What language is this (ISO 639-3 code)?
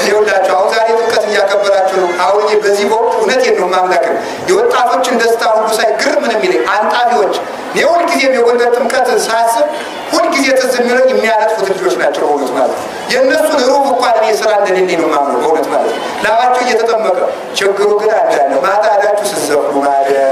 amh